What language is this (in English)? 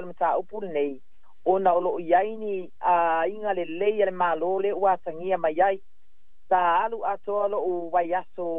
Samoan